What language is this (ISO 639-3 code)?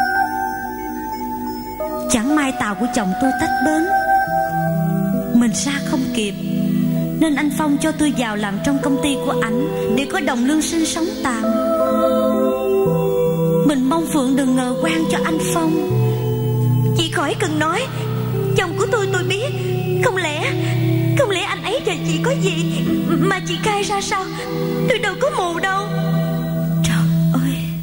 vie